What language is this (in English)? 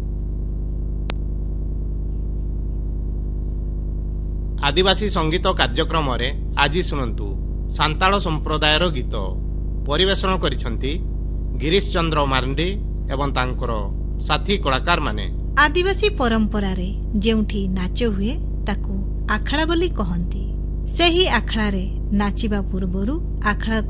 Odia